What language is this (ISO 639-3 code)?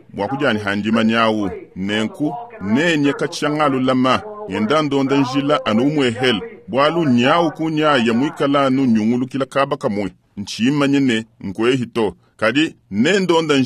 lua